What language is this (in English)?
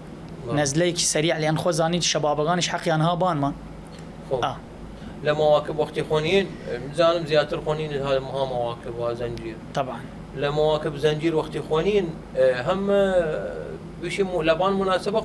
Southern Kurdish